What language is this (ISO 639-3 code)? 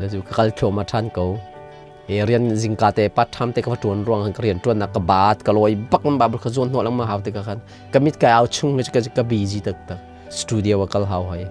cnh